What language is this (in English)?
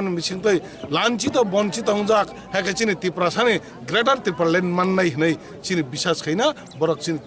Kok Borok